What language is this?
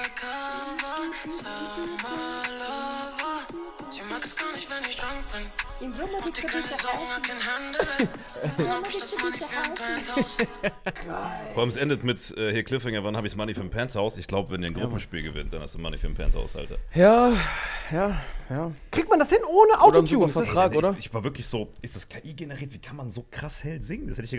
German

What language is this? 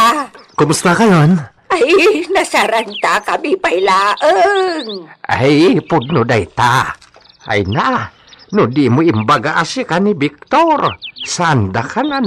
Iloko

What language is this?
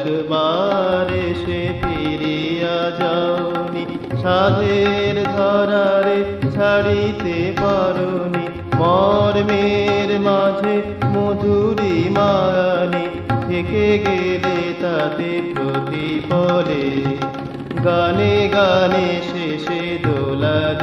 Bangla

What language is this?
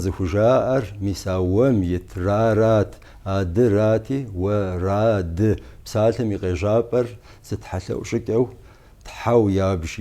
Kabardian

